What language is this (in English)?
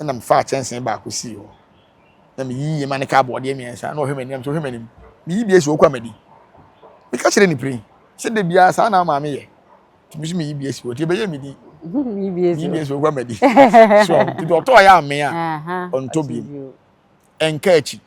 Akan